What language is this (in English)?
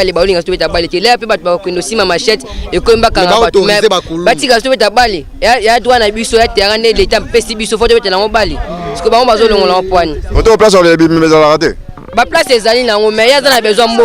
Lingala